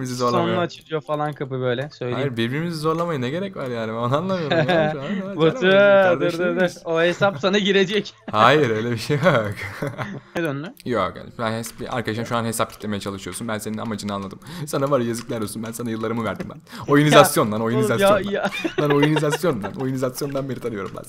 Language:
Turkish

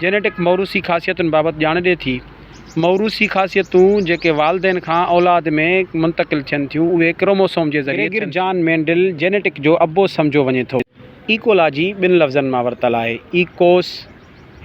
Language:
Sindhi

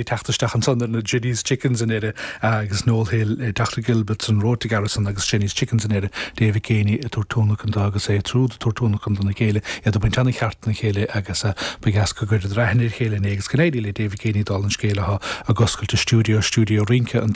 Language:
Irish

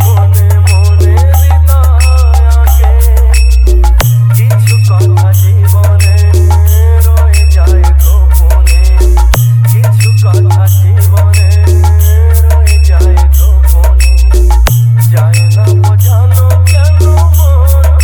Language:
Bangla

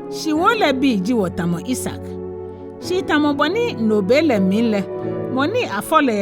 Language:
Ga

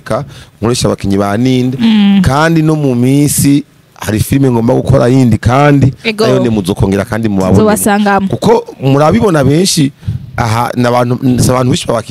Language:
Rundi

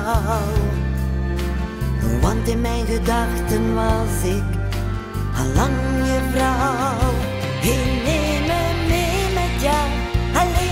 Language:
Dutch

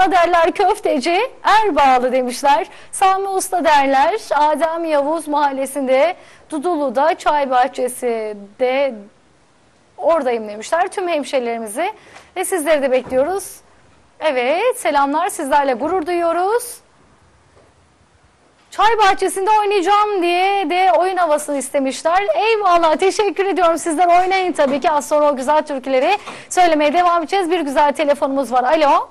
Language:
Turkish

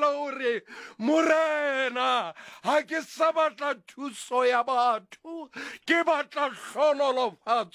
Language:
Southern Sotho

